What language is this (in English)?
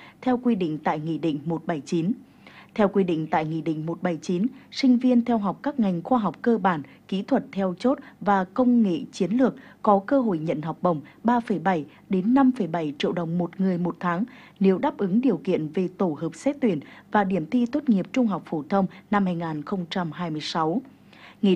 Vietnamese